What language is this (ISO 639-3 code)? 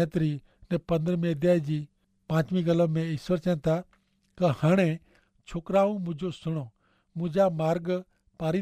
kfr